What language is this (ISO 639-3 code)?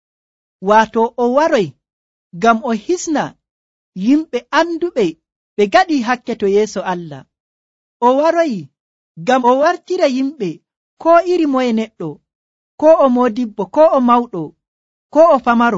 fuv